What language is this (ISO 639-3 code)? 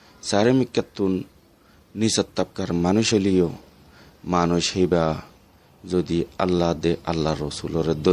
rhg